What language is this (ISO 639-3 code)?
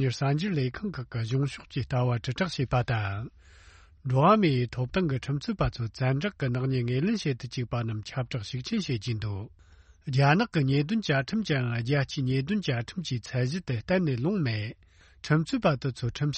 bod